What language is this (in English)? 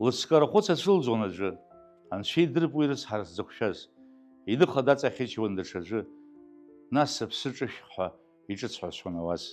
Abkhazian